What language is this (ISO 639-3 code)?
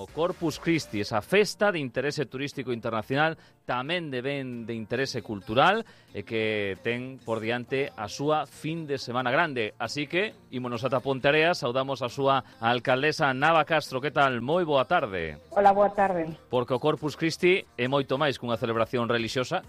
glg